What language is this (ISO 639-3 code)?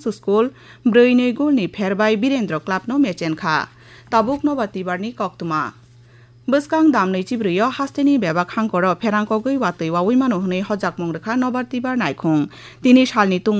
trp